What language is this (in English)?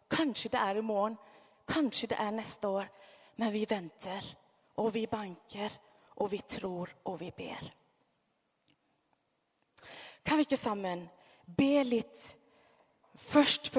Norwegian